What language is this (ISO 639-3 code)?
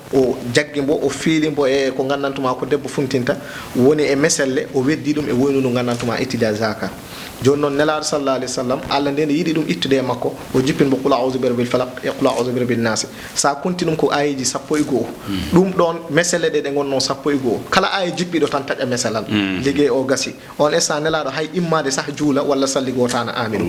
ful